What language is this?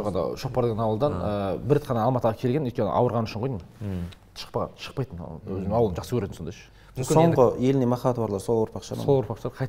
Kazakh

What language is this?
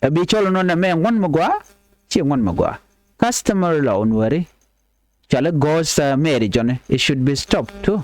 Nuer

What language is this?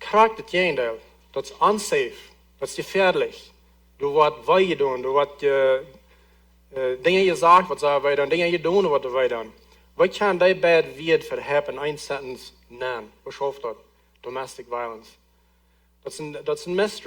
Plautdietsch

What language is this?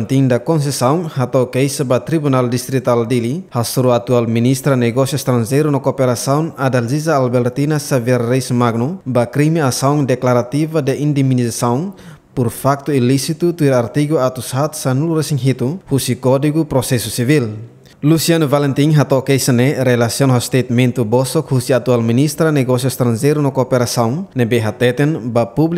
Tetum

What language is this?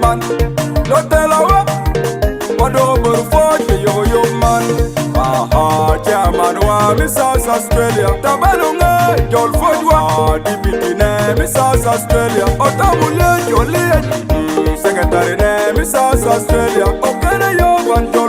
Acoli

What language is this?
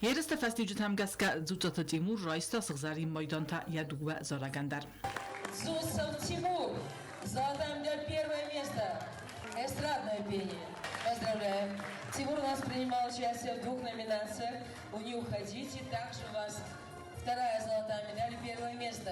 Ossetic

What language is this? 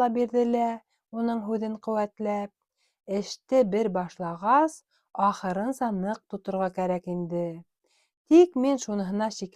Bashkir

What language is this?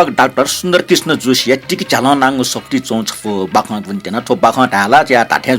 Newari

